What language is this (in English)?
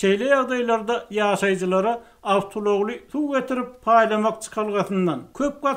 Turkmen